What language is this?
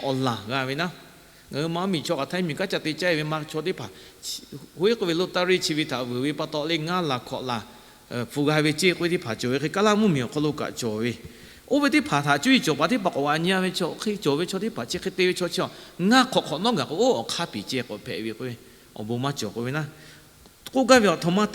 Lahu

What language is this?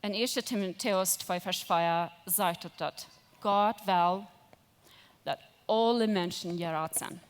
Plautdietsch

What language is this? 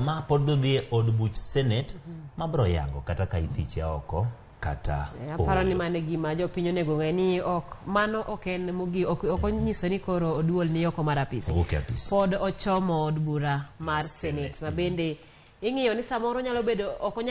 Luo (Kenya and Tanzania)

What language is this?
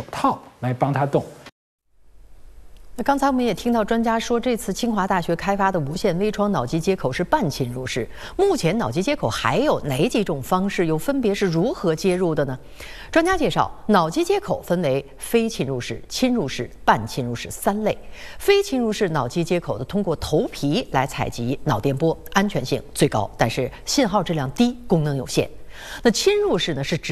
Chinese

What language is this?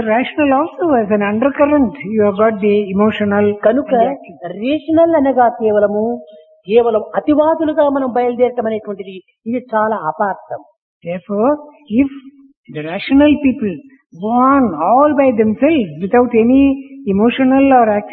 Telugu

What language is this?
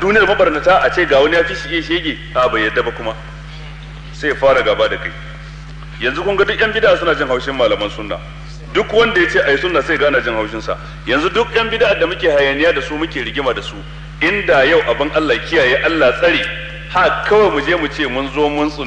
Hausa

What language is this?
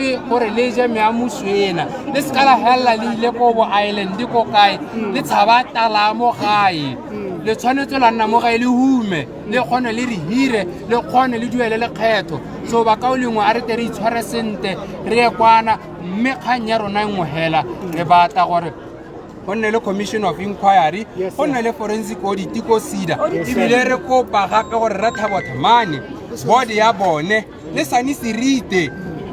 Tswana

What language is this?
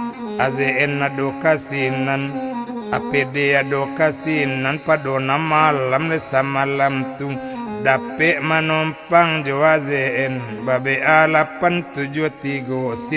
Minangkabau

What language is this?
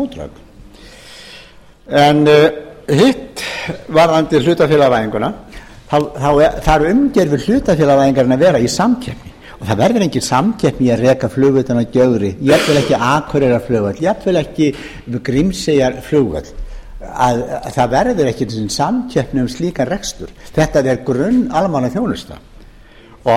Icelandic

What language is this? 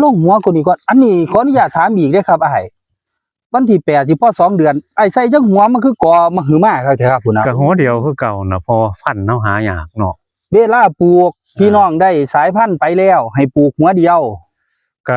Northeastern Thai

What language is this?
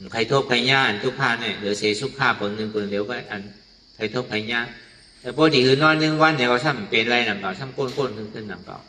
Shan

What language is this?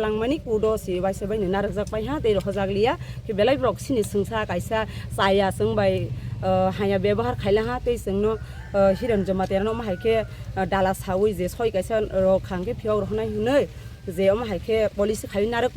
Kok Borok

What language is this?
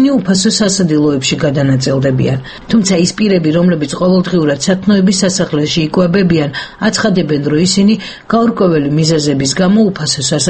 Georgian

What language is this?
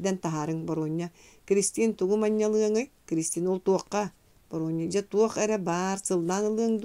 Yakut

